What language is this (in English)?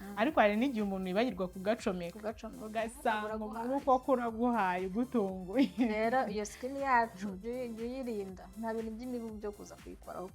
Kinyarwanda